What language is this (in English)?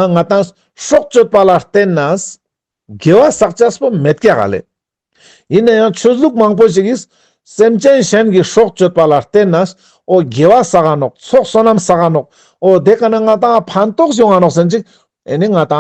Ladakhi